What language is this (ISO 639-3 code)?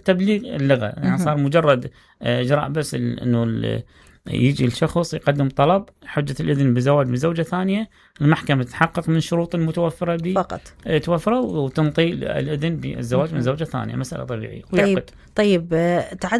acm